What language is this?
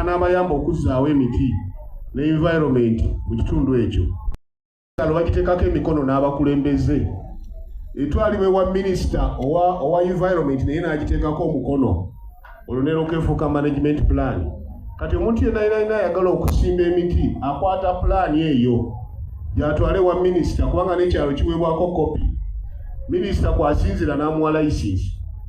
Ganda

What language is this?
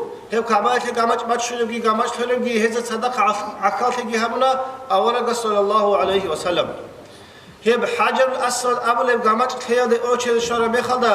Avaric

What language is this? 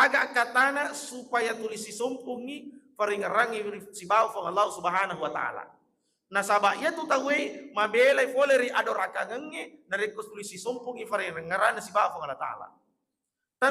Buginese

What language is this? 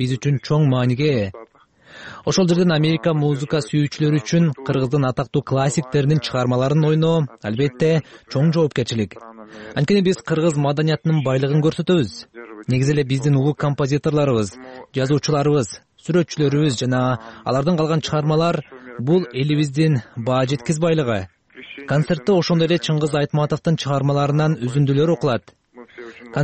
Kyrgyz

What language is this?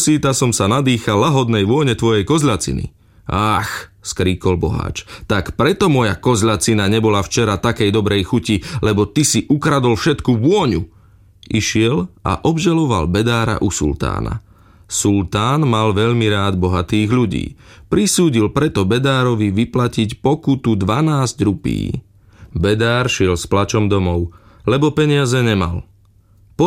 Slovak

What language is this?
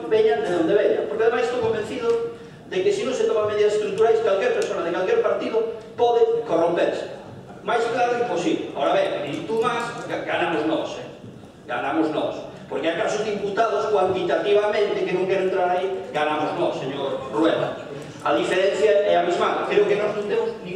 Galician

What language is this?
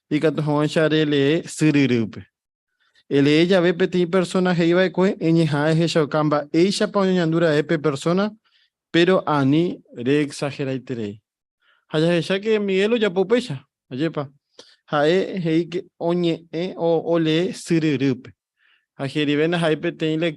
Guarani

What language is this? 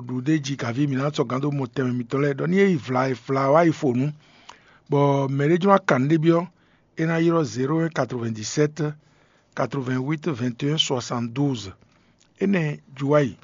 Fon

